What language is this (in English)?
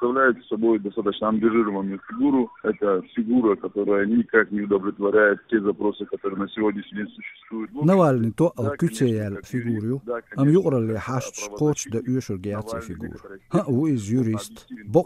Chechen